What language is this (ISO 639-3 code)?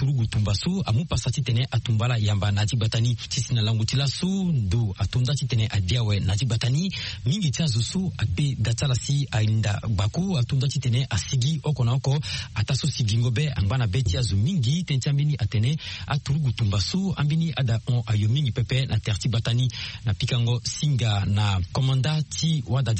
sag